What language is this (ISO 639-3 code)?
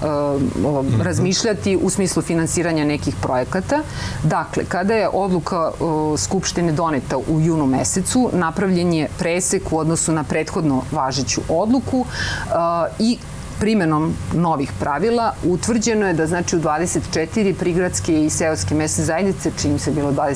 srp